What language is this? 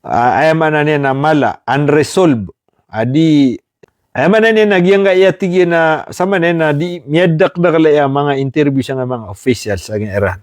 Maranao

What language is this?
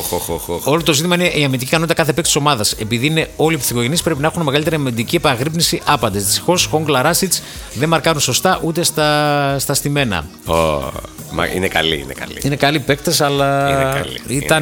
Greek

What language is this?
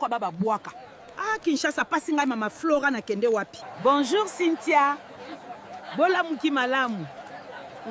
Lingala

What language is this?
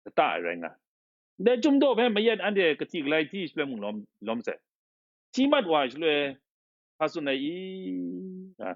Kachin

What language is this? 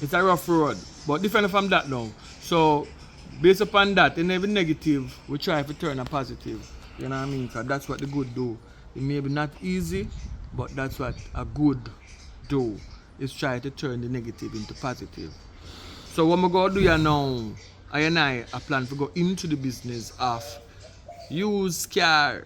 Jamaican Creole English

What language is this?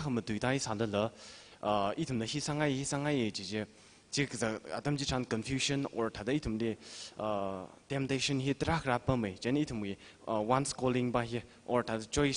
Tangkhul Naga (India)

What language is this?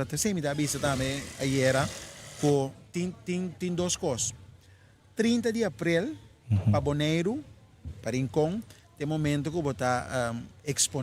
Papiamento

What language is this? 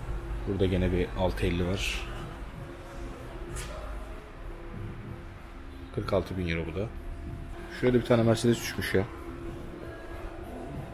Turkish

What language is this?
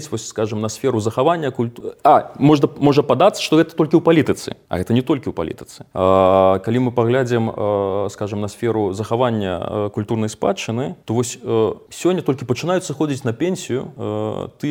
Belarusian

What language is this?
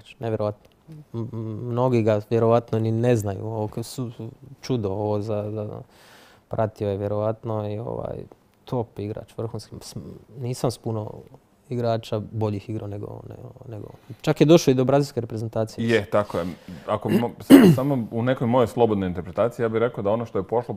Croatian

